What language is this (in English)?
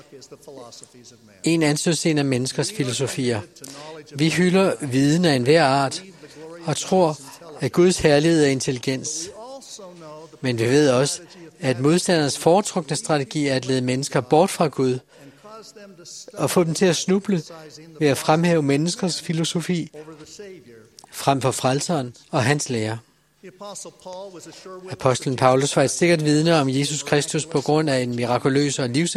Danish